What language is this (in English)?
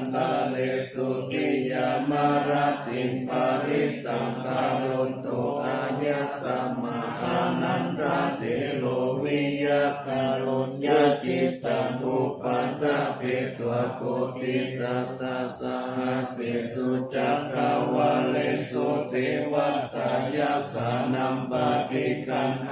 Pali